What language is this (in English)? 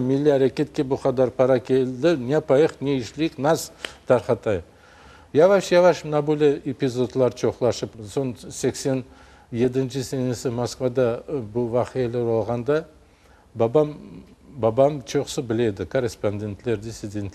Crimean Tatar